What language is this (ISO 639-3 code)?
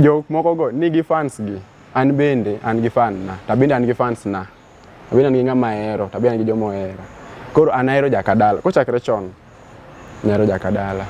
luo